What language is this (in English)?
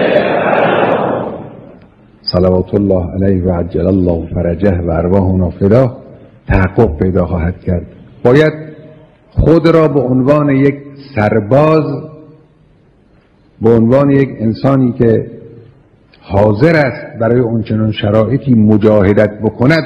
Persian